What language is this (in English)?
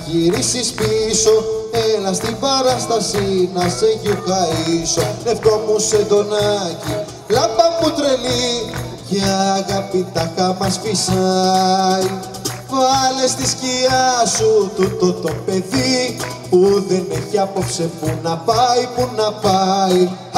Greek